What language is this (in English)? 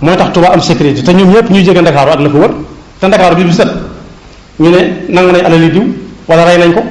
Wolof